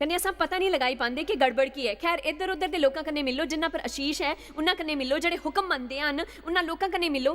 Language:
Dogri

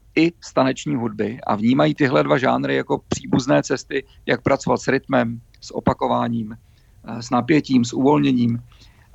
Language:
Czech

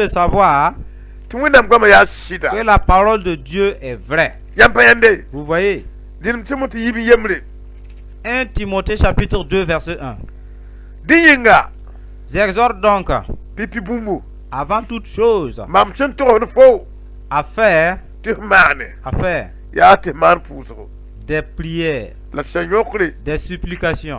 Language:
Mossi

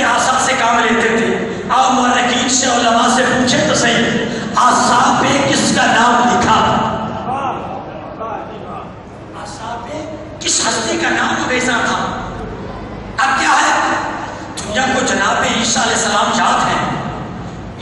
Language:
Urdu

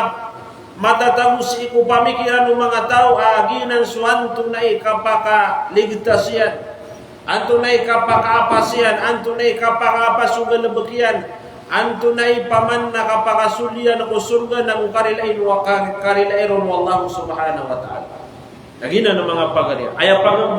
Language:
Maranao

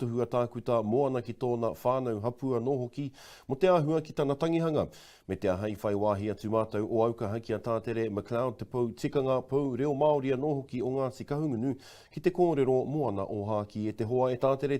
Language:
Māori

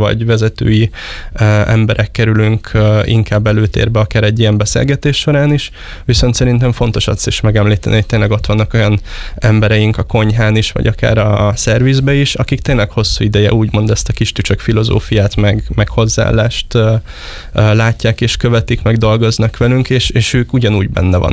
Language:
Hungarian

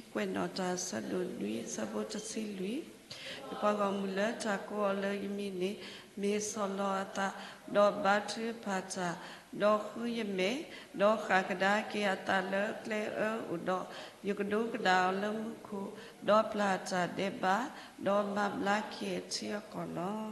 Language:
S'gaw Karen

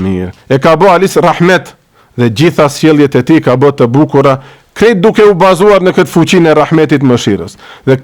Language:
Albanian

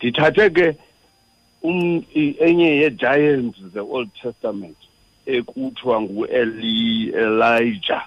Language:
Xhosa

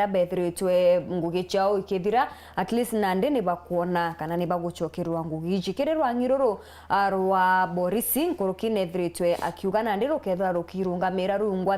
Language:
Meru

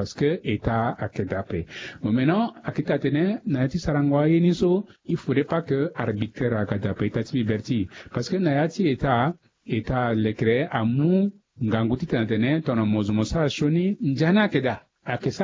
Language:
Sango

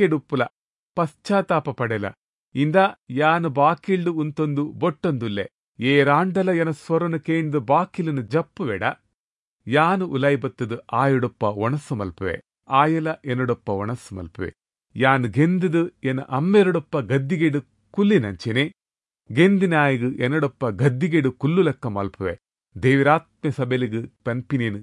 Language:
Tulu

